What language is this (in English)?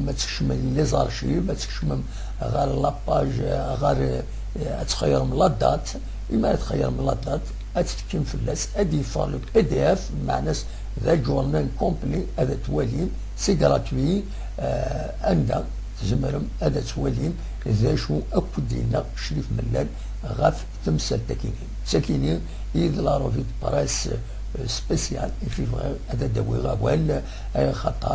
Kabyle